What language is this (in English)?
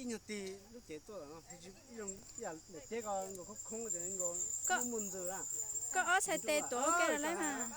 Hmong